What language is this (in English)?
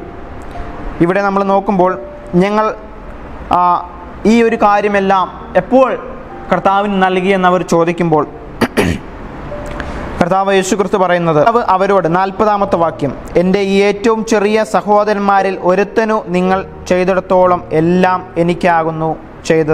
Malayalam